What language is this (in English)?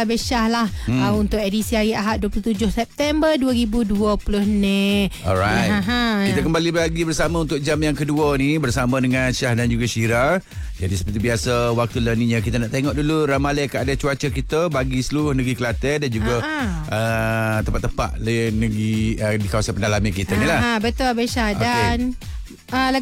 Malay